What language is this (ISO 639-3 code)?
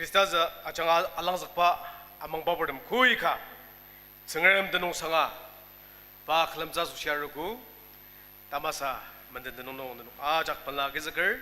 njo